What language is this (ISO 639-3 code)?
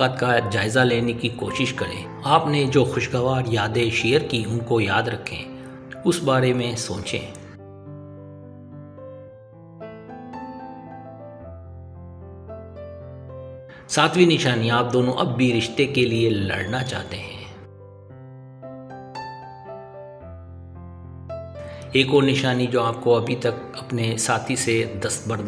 hin